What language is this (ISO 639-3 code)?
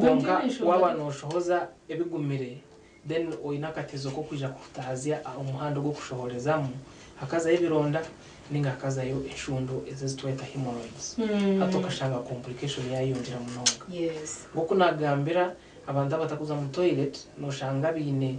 nyn